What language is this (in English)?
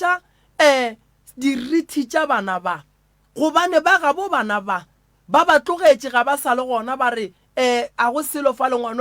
Northern Sotho